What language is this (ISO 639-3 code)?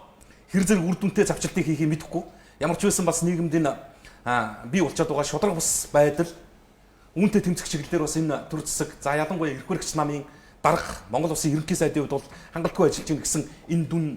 mon